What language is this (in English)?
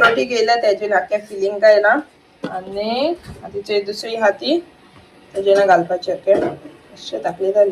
Konkani